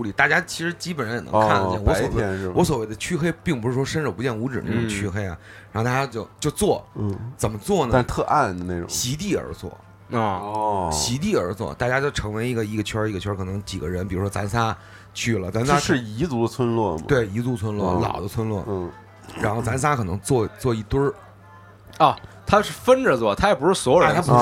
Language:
Chinese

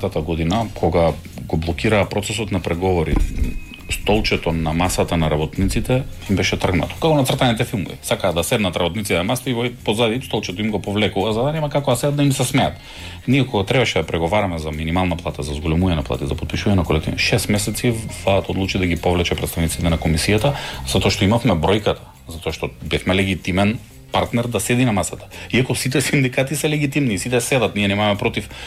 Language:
Macedonian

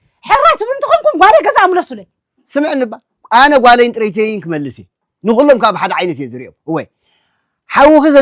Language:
Tigrinya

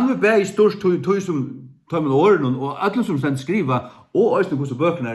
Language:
Faroese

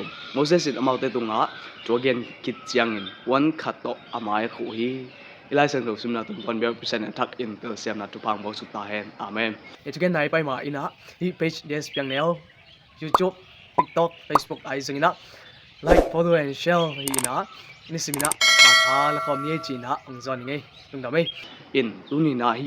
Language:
Tedim Chin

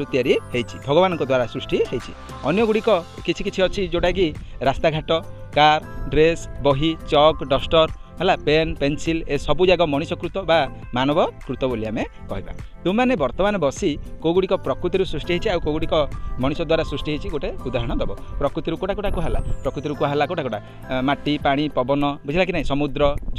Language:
Odia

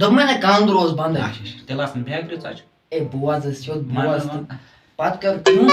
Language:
Kashmiri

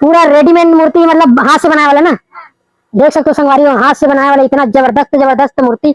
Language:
Chhattisgarhi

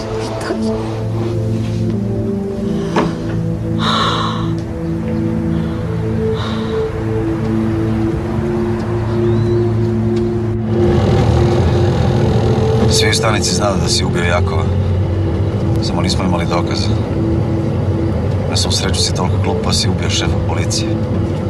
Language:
Croatian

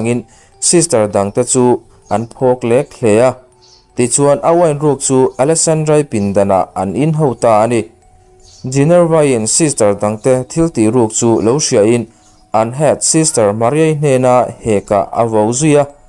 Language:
Mizo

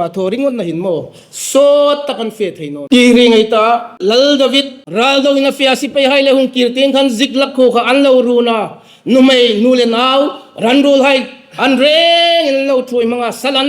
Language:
Hmar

